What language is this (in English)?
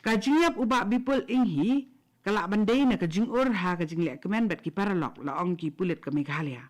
Khasi